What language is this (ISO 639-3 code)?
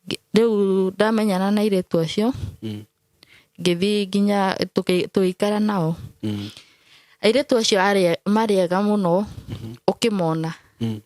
kik